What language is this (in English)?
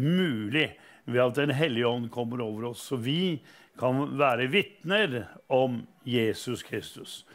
Norwegian